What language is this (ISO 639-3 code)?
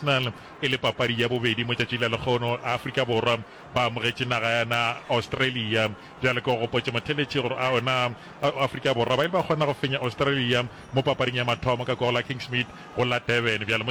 nso